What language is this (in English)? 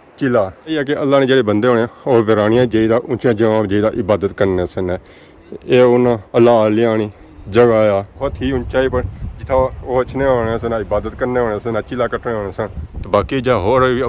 Pahari-Potwari